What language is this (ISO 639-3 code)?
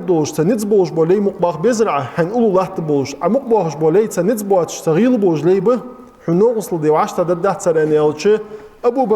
inh